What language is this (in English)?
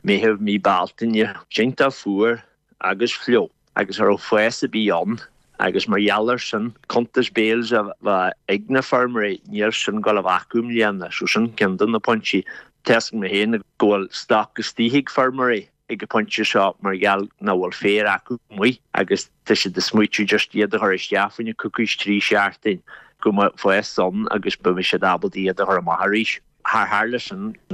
Irish